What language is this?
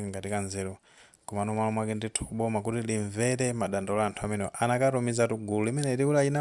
Nyanja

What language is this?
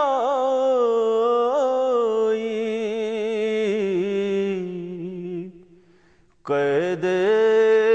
Urdu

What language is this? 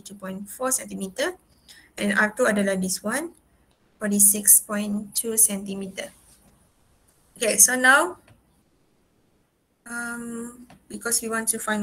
Malay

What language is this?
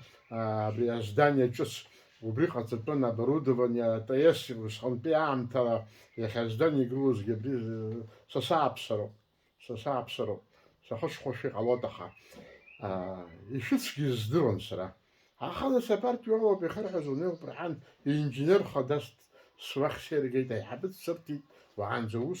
Abkhazian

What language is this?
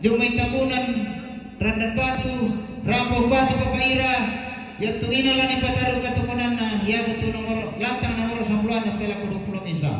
Toraja-Sa'dan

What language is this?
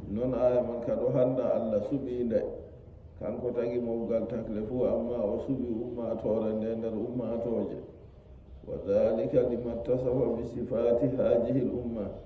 Fula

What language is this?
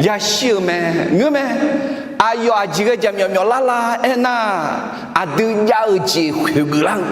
Akha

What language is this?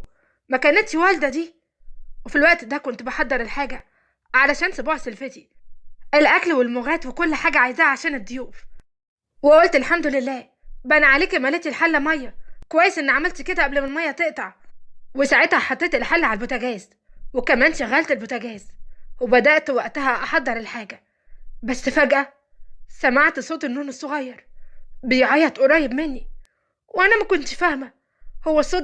Egyptian Arabic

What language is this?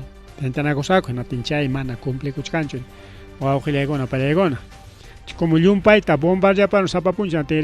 Ayacucho Quechua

